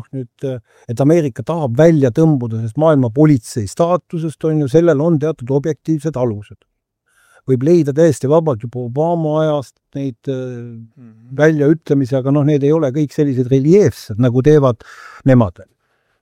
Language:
Estonian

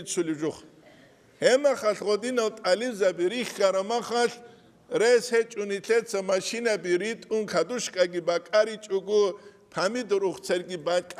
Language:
Avaric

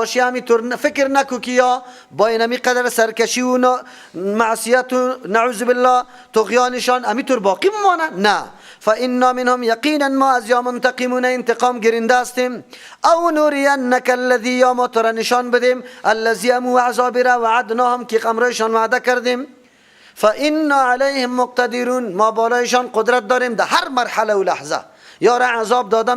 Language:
Persian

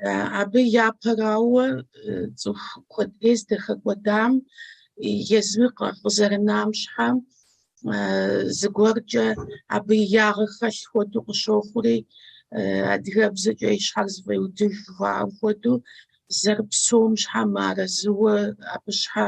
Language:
Kabardian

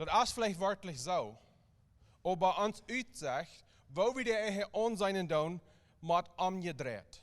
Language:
Plautdietsch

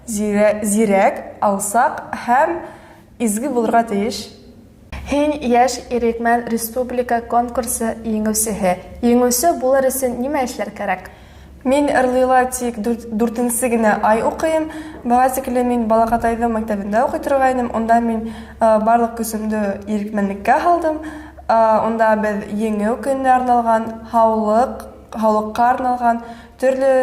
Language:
Bashkir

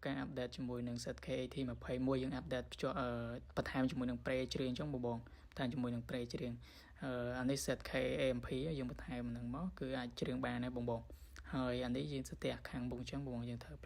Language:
Khmer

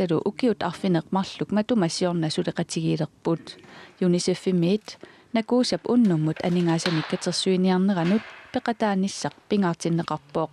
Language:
Kalaallisut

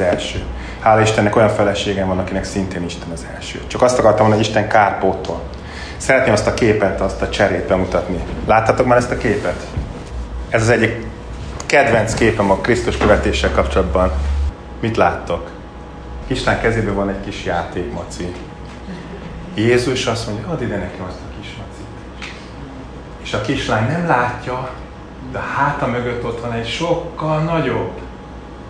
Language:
Hungarian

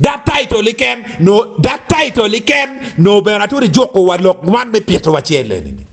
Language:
Acoli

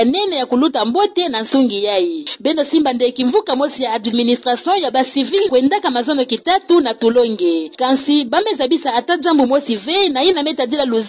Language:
Kituba (Democratic Republic of Congo)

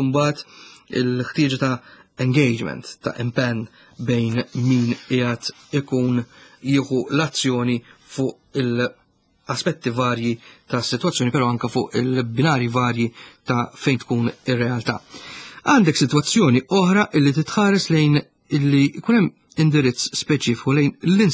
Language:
Maltese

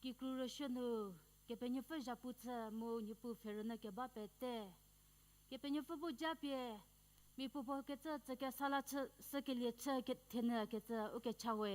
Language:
Angami Naga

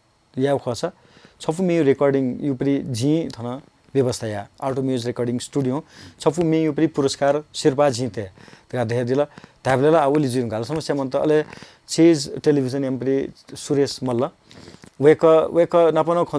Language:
Newari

